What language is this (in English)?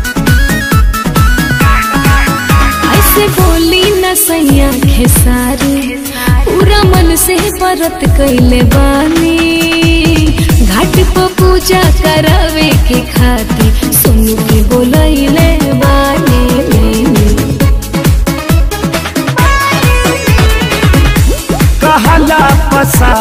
Bhojpuri